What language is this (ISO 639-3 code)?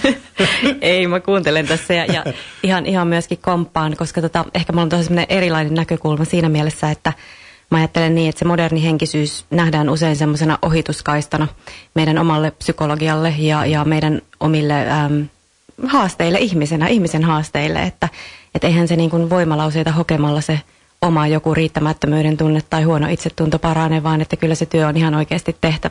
fin